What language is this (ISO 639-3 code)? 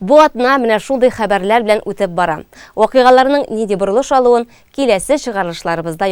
tat